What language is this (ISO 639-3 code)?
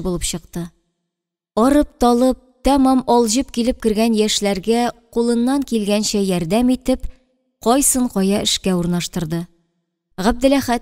tat